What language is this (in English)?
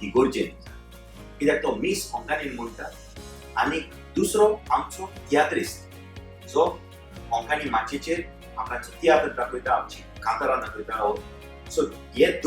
Konkani